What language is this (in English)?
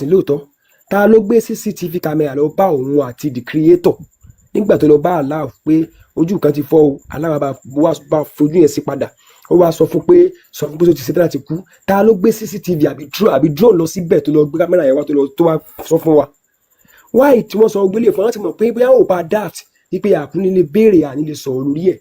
Yoruba